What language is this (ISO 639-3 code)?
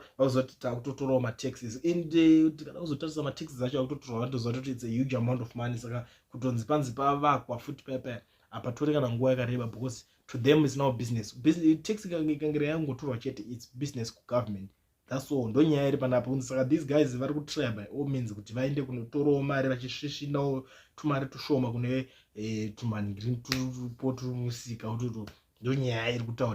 sna